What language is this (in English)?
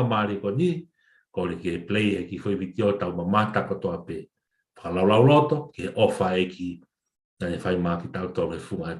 Tongan